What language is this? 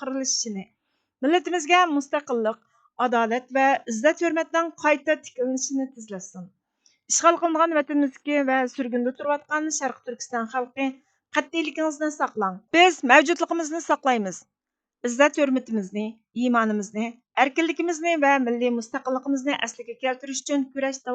Uyghur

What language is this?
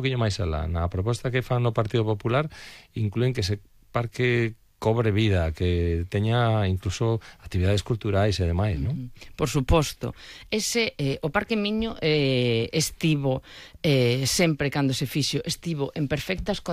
Galician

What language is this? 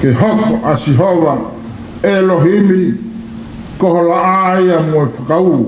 Tongan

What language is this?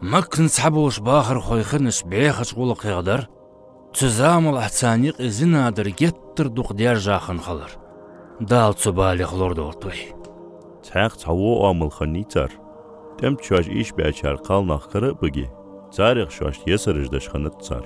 Ingush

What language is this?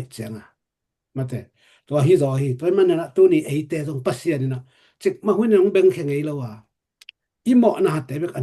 Tedim Chin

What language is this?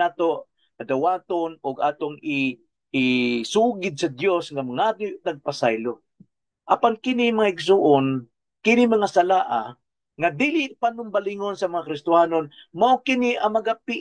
Cebuano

